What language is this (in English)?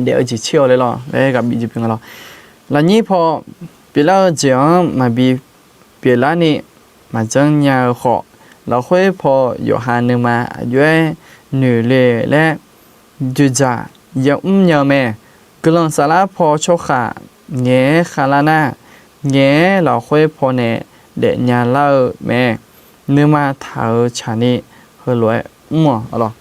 Akha